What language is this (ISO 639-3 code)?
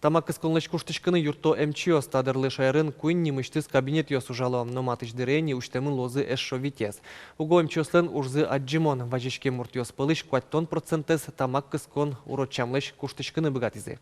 udm